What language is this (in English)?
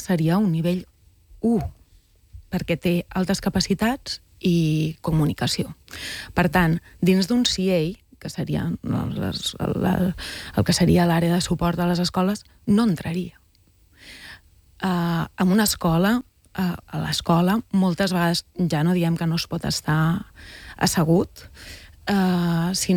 Catalan